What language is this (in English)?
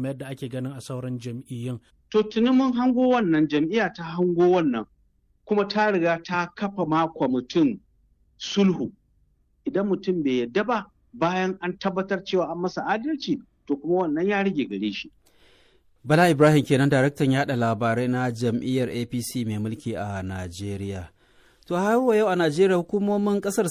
Hausa